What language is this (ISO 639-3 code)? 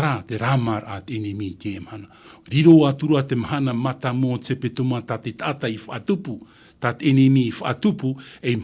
tah